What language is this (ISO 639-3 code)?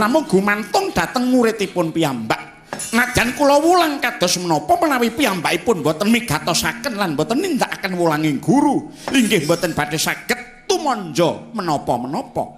jav